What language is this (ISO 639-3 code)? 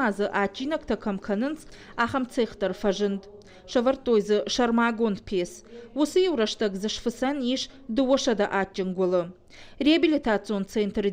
oss